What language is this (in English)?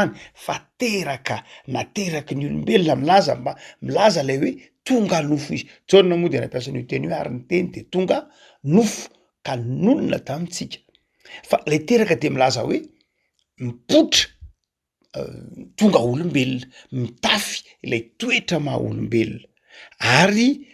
Malagasy